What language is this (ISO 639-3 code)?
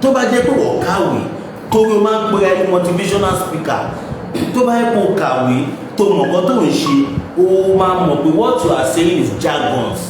yor